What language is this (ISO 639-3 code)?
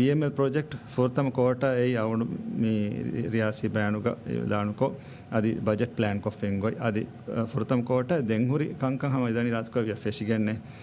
div